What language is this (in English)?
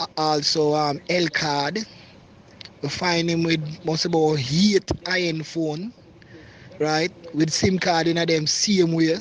Jamaican Creole English